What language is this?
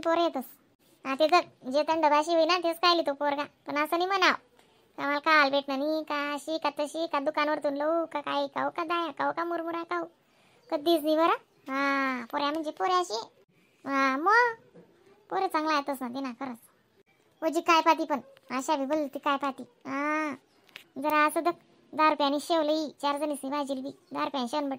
Khandesi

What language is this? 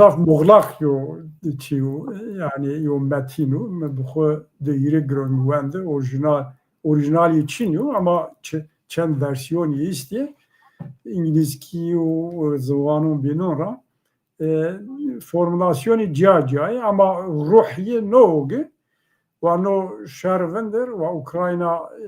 Zaza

